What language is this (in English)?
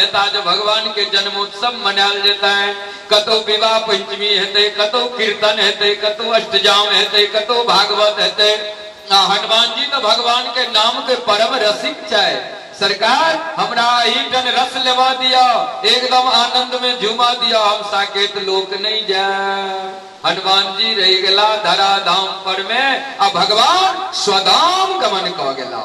Maithili